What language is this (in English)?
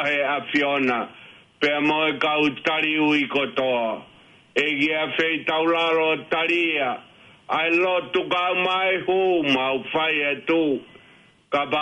Tongan